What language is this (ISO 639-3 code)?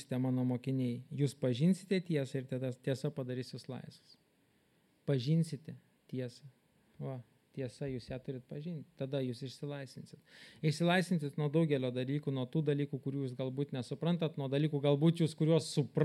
lit